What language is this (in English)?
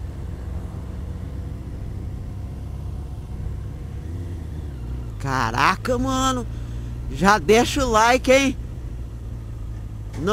Portuguese